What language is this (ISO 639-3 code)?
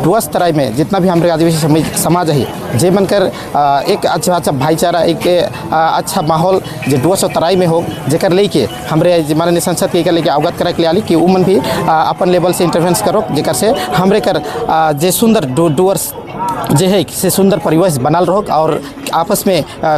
sck